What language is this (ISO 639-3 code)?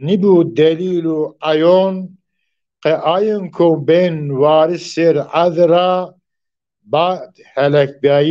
zza